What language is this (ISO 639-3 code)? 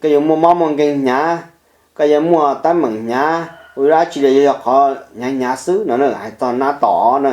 hmn